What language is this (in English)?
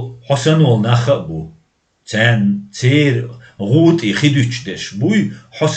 Chechen